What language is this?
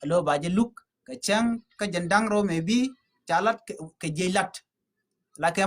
Nuer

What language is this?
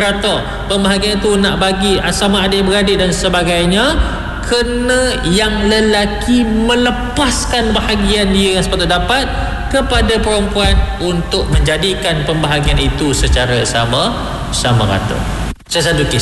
Malay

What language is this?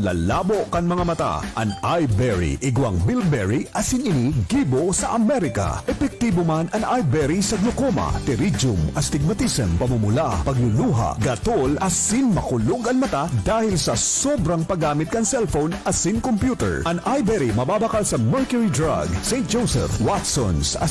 Bikol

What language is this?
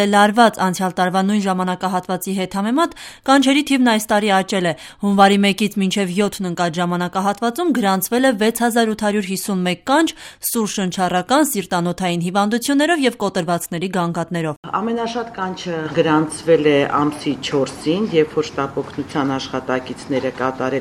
Armenian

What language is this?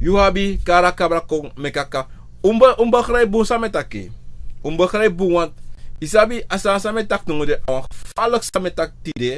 Sranan Tongo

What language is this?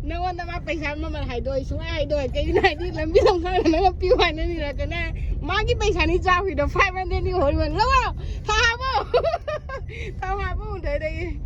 Manipuri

